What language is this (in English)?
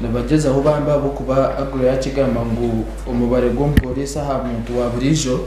Nyankole